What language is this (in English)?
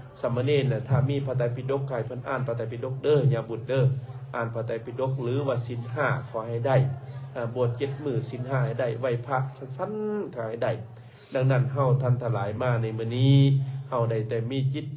Lao